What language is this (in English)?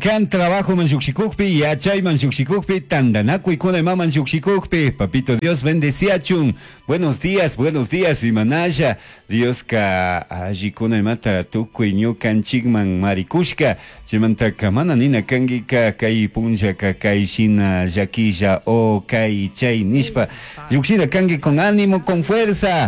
Chimborazo Highland Quichua